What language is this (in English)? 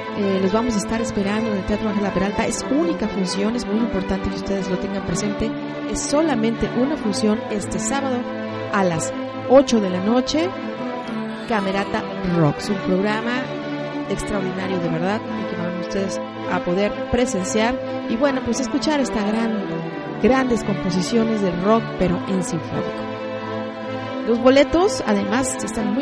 Spanish